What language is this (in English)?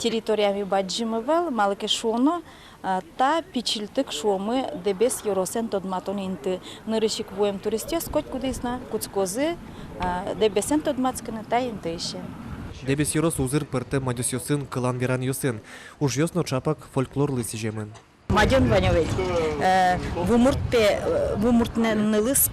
Udmurt